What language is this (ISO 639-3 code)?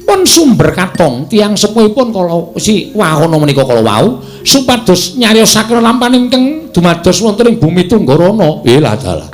jav